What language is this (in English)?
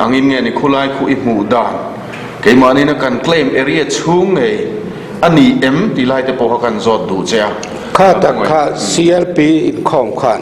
Mizo